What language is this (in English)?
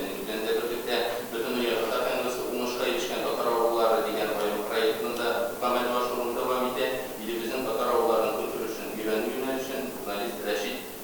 Tatar